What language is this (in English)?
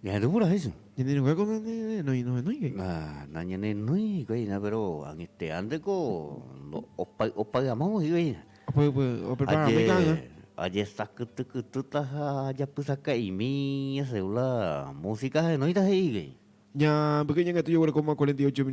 Guarani